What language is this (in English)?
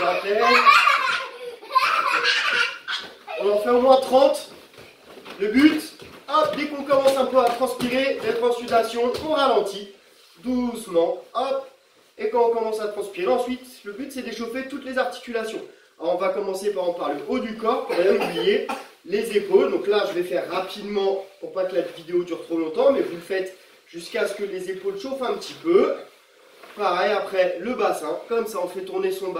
French